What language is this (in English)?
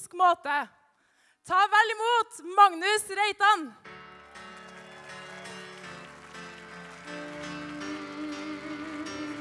Norwegian